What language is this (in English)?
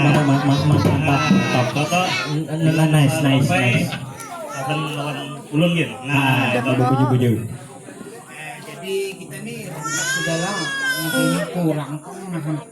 Banjar